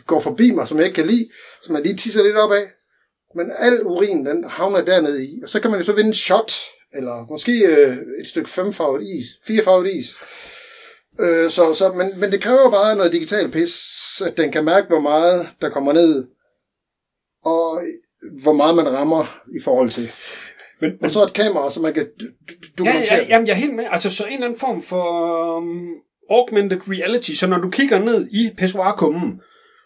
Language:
Danish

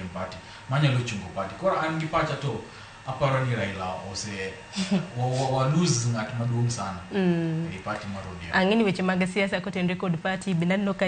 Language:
Luo (Kenya and Tanzania)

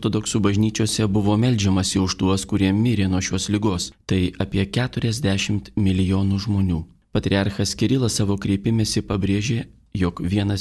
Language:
Lithuanian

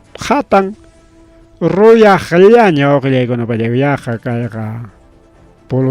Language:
Ayacucho Quechua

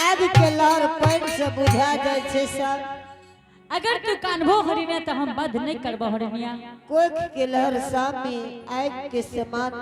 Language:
Angika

